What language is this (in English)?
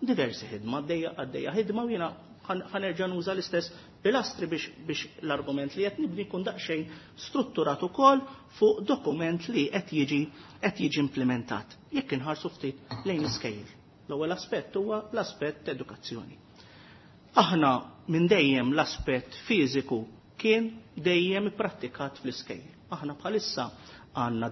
Maltese